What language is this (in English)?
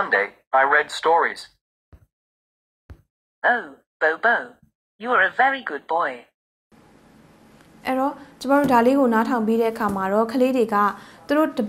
Burmese